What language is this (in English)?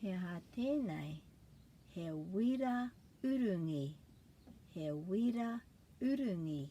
Māori